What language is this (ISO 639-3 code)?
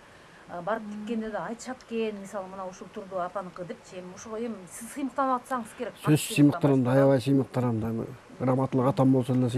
kir